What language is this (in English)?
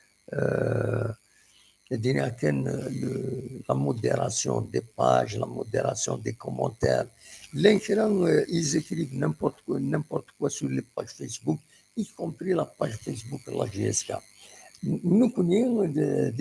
Kabyle